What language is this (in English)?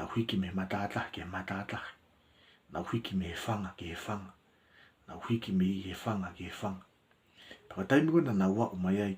Tongan